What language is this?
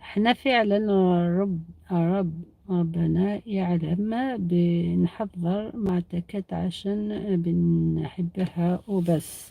Algerian Arabic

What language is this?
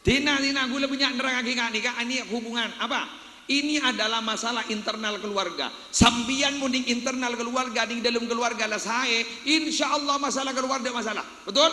Madurese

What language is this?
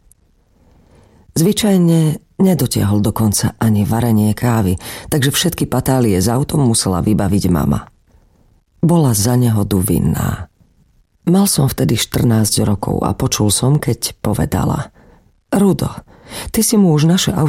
Slovak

